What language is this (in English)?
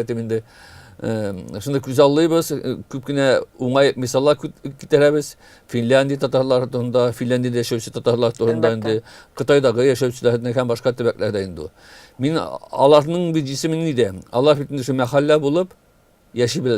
Tatar